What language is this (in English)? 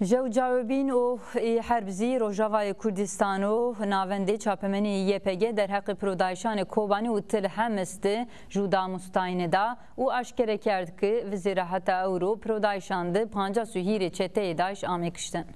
Zaza